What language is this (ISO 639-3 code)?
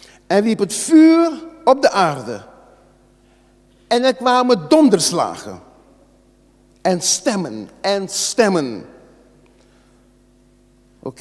nld